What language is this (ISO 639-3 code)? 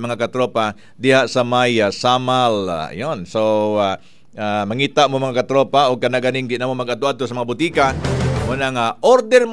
ceb